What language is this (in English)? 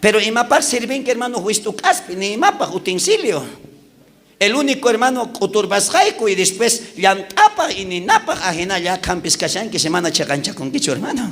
South Bolivian Quechua